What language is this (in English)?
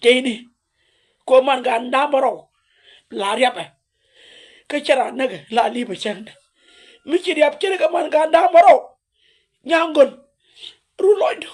Nuer